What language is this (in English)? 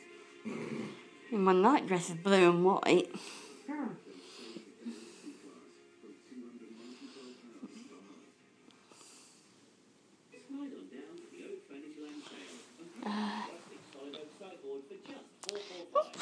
English